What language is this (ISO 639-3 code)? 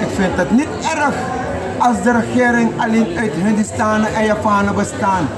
srn